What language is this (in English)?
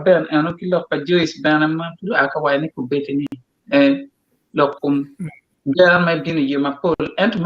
Acoli